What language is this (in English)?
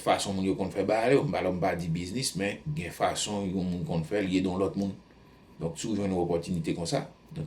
Haitian Creole